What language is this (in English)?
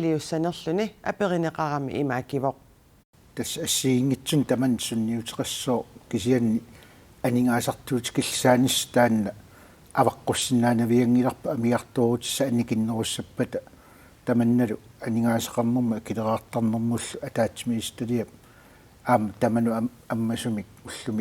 Kalaallisut